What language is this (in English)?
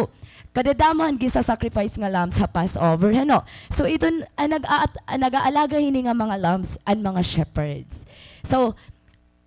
Waray